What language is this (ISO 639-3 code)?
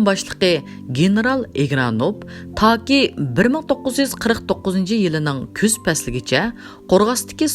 uig